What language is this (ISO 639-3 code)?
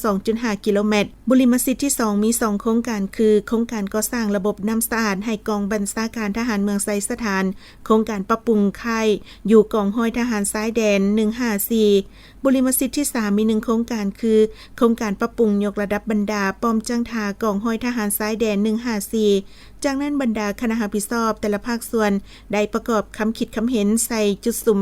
lao